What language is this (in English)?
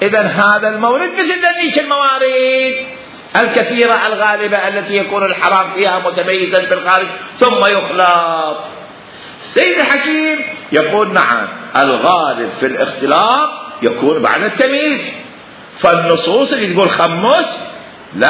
Mesopotamian Arabic